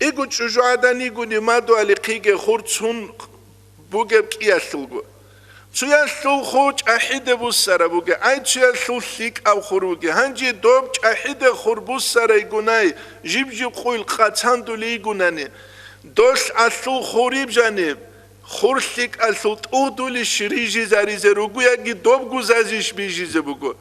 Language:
Avaric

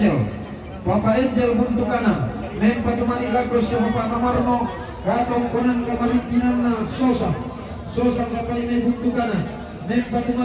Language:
Toraja-Sa'dan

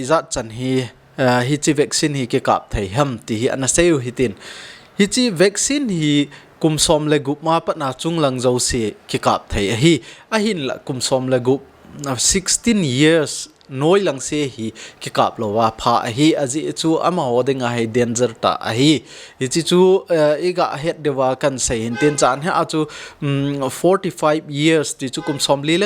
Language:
Thado Chin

